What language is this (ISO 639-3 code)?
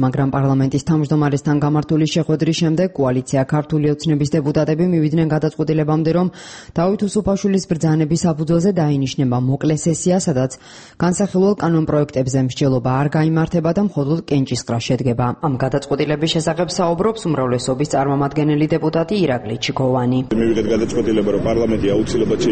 kat